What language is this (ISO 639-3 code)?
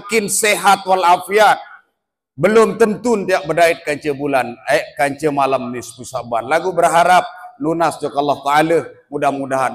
sas